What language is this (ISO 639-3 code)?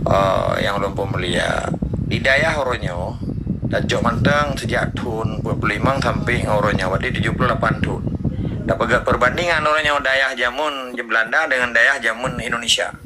ace